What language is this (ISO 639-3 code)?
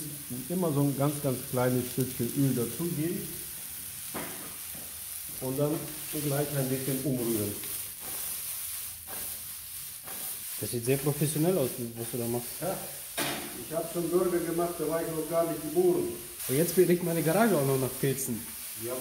deu